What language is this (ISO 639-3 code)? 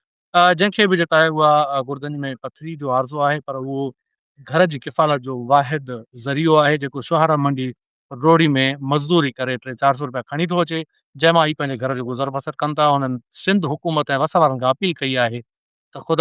snd